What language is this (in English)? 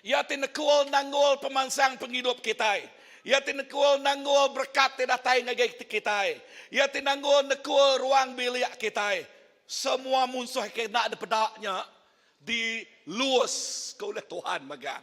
Iban